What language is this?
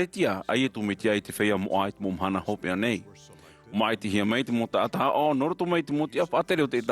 Tahitian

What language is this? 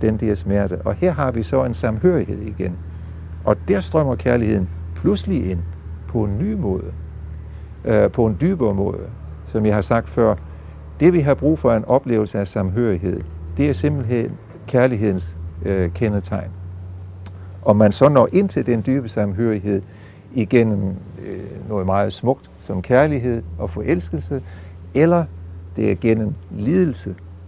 Danish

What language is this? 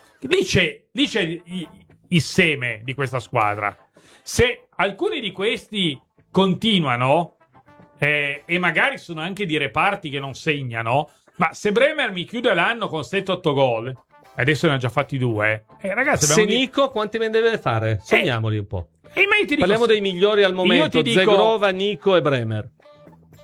Italian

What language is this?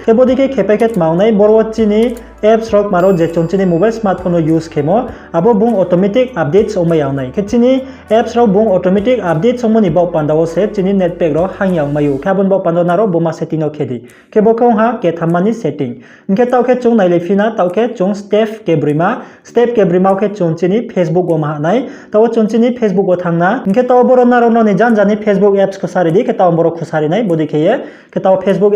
Riang (India)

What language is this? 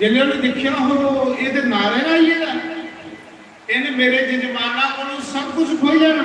Dogri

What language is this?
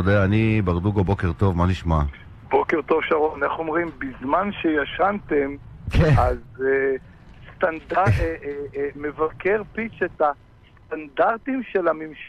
Hebrew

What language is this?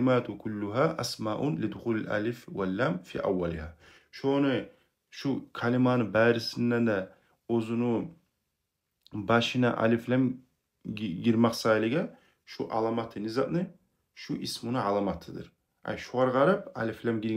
Kumyk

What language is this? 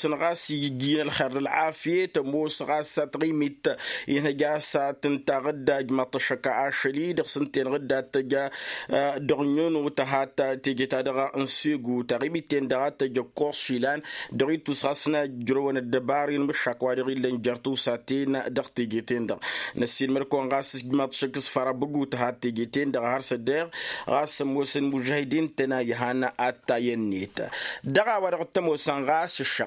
Tamasheq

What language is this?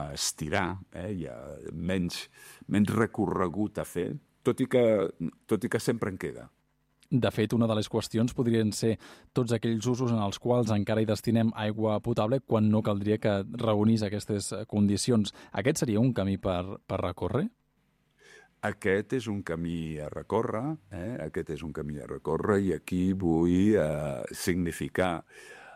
Catalan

